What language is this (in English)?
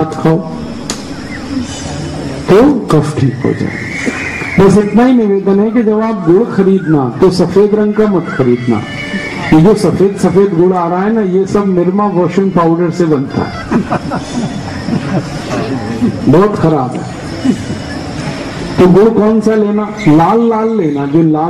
Hindi